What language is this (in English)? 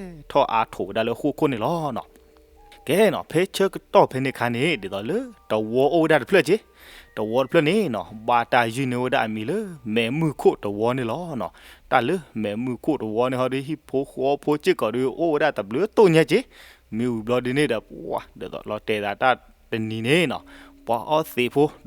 S'gaw Karen